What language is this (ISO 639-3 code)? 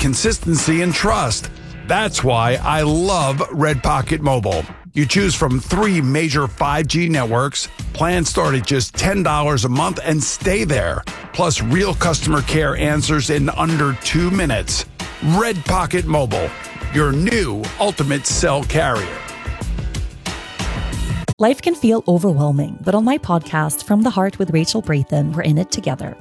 eng